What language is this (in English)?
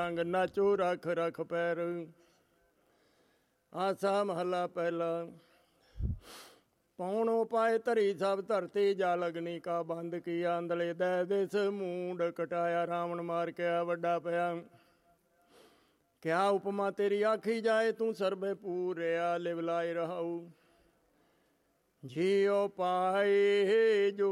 Punjabi